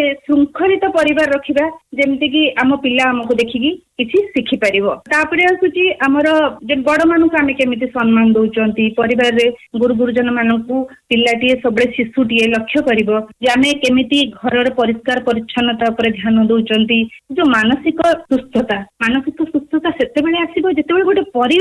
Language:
Odia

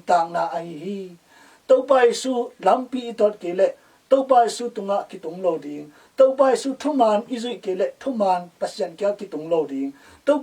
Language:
Tedim Chin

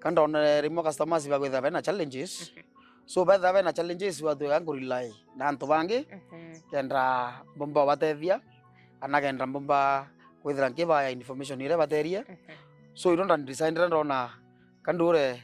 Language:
Meru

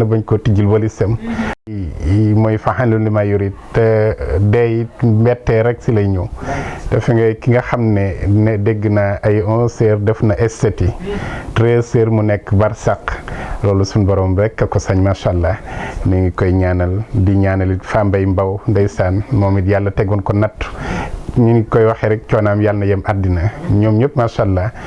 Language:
Wolof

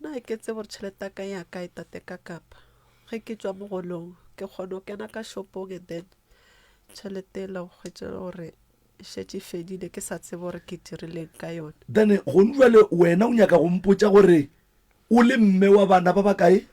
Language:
Northern Sotho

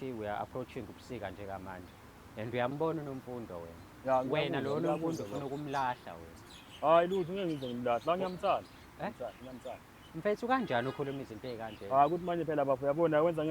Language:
Zulu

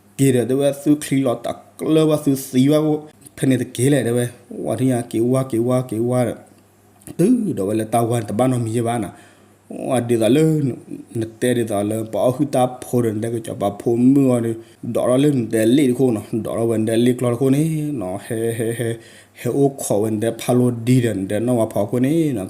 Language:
S'gaw Karen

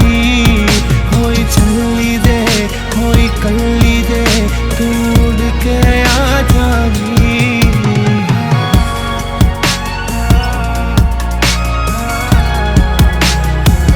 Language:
Punjabi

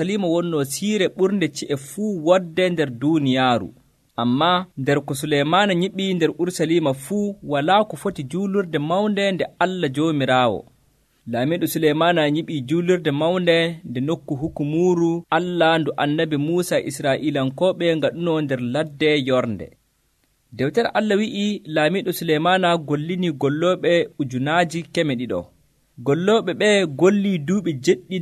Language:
Nigerian Fulfulde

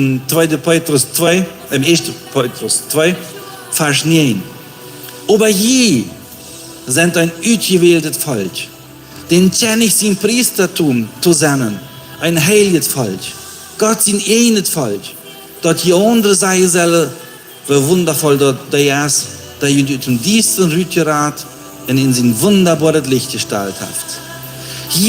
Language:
Plautdietsch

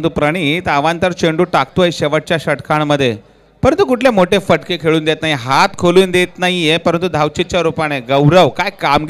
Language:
Marathi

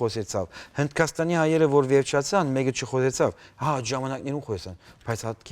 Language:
Western Armenian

